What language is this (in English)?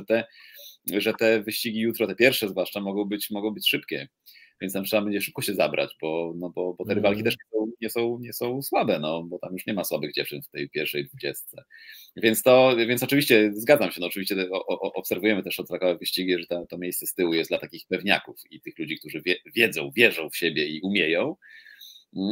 Polish